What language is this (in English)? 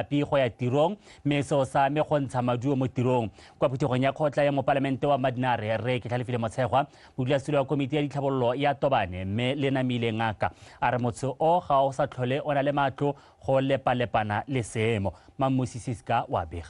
Tswana